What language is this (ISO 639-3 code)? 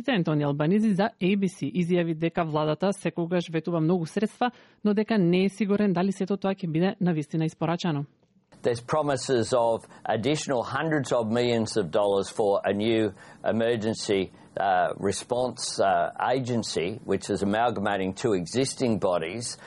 mkd